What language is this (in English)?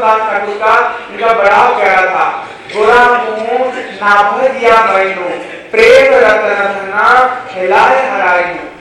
Hindi